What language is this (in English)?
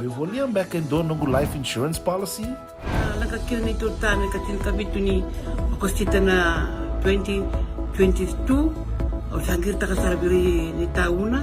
Fijian